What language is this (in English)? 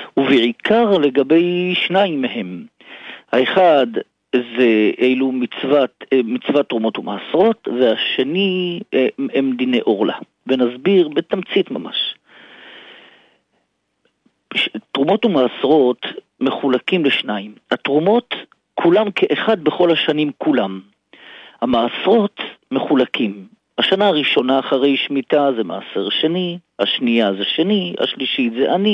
Hebrew